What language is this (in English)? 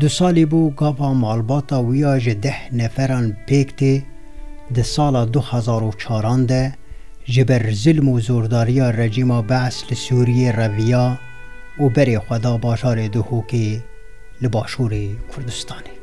Kurdish